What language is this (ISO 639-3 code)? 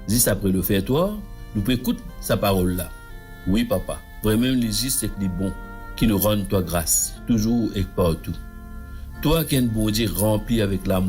mfe